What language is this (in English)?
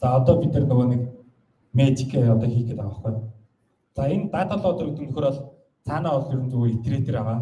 Mongolian